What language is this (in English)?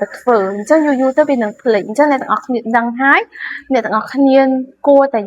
Khmer